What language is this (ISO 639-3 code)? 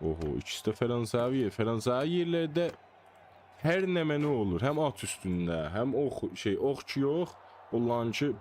azb